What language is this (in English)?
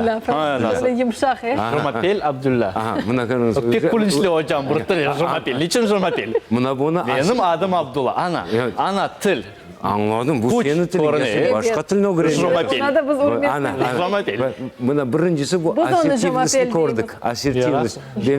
Crimean Tatar